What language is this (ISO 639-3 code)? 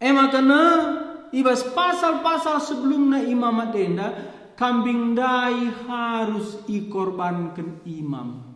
btx